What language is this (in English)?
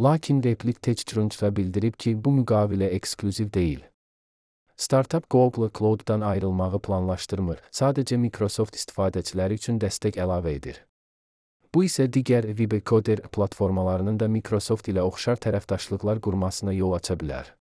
Azerbaijani